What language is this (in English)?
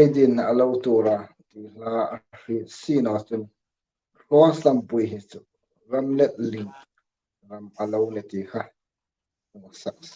Hmar